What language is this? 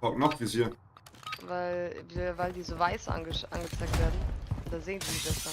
Bavarian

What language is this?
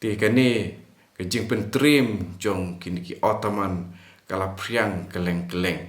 Khasi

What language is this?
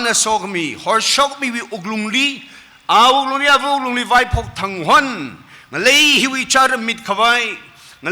Tangkhul Naga (India)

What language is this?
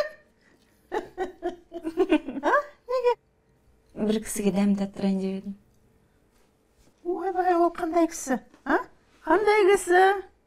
Kazakh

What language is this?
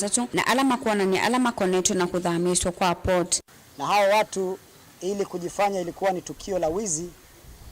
Kamba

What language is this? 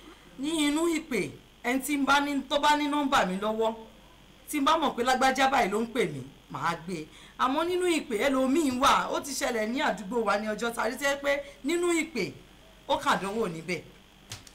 Yoruba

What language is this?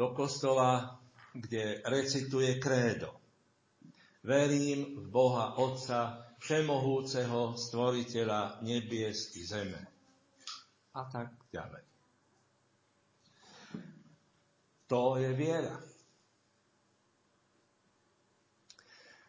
Slovak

